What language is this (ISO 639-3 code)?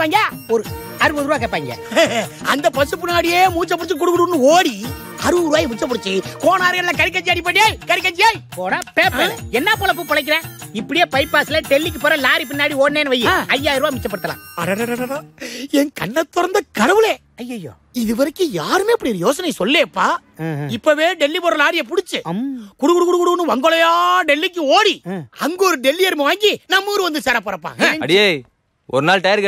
tam